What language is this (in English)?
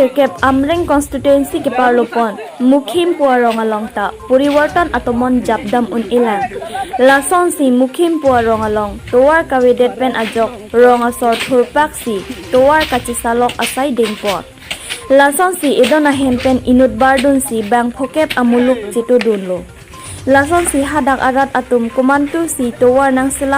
Karbi